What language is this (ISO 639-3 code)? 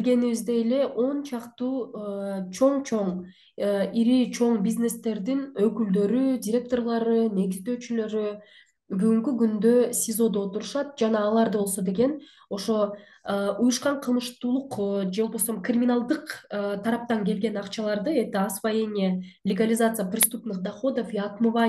kir